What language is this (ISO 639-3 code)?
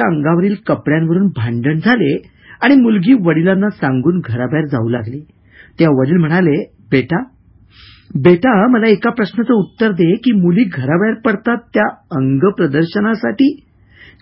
mar